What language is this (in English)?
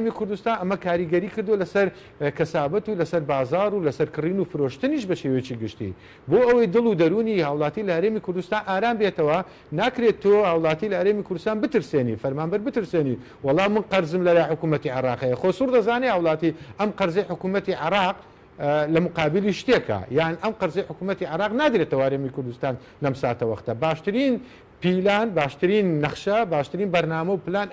Central Kurdish